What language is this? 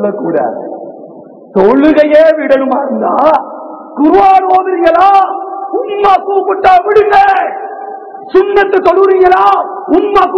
Tamil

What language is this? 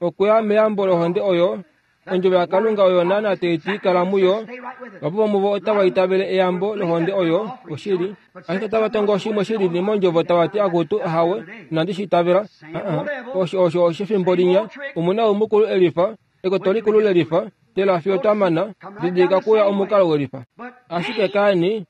Kuanyama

